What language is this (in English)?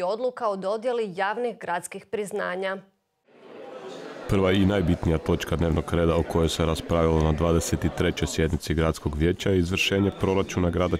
Croatian